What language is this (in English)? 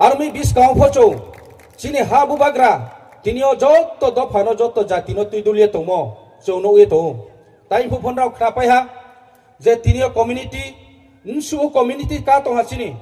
Riang (India)